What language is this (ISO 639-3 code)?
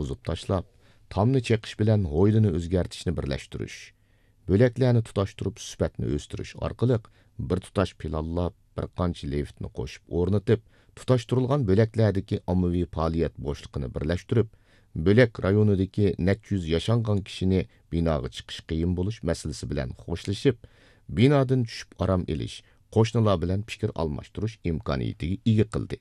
uig